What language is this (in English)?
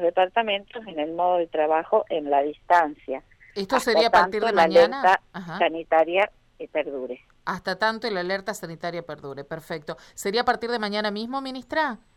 Spanish